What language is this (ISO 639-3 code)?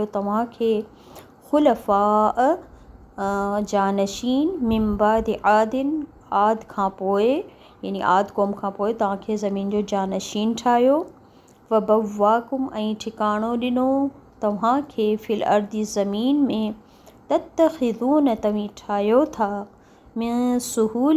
snd